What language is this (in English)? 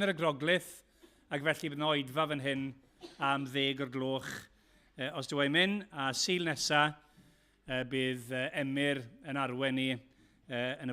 Welsh